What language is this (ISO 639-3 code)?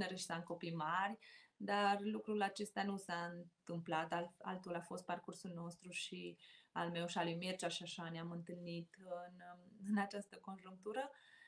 ron